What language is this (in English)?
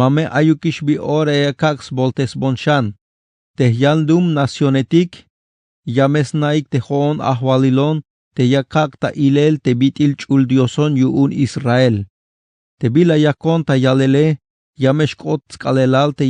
Tzeltal